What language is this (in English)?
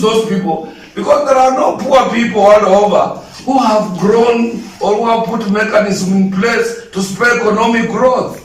Gusii